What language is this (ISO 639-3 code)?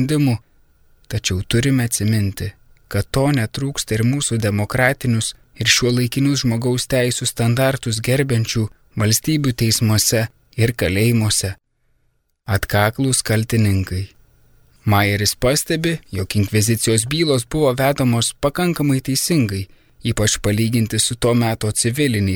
lit